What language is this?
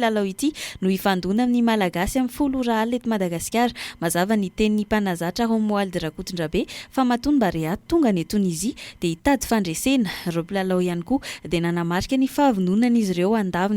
Malagasy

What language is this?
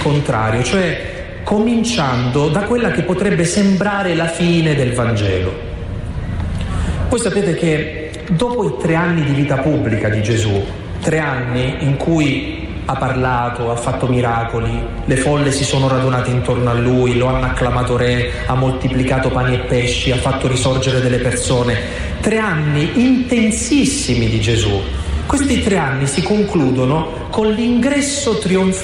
Italian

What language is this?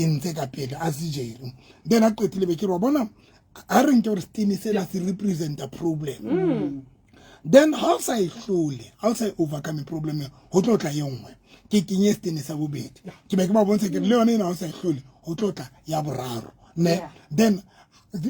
Southern Sotho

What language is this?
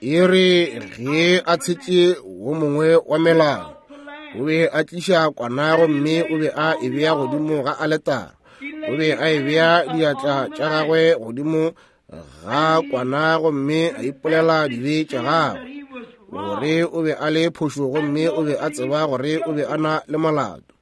Northern Sotho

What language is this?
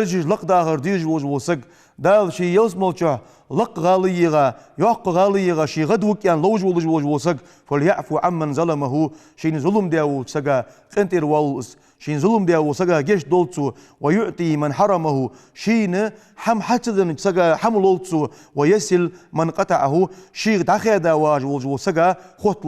Ingush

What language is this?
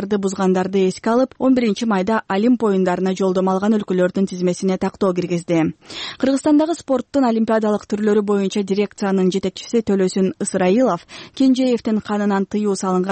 Kyrgyz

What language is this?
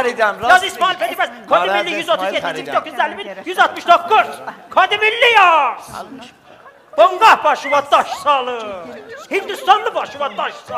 South Azerbaijani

